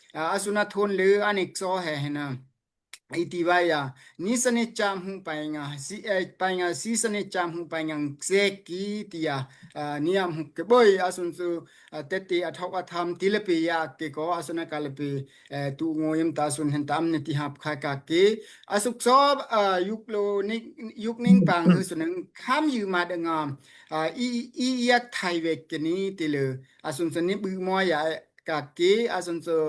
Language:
Daai Chin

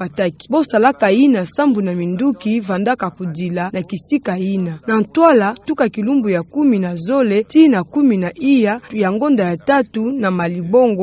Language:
Kituba (Democratic Republic of Congo)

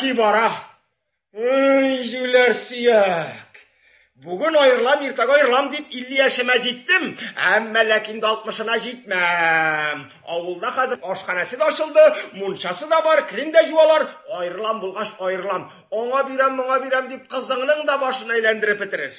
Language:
Tatar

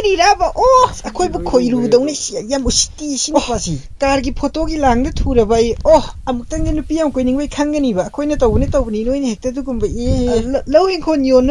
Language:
Manipuri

